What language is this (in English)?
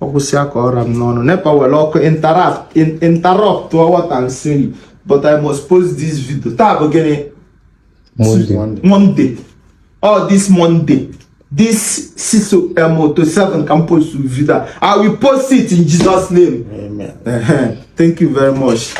Igbo